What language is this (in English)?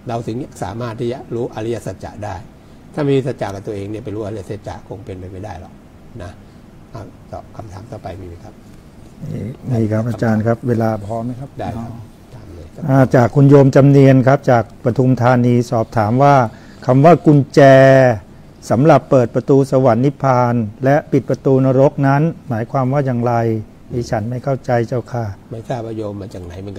Thai